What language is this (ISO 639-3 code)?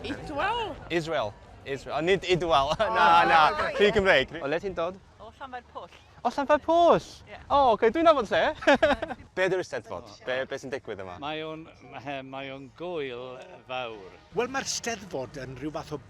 cym